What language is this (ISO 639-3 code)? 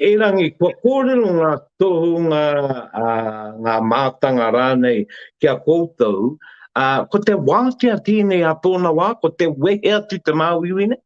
mri